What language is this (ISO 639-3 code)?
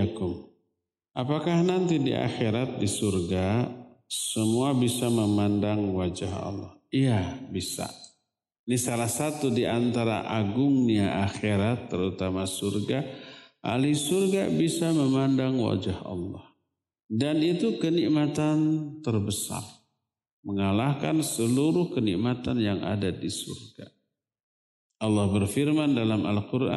ind